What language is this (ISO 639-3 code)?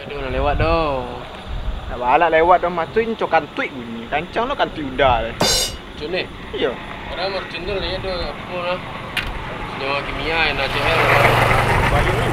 min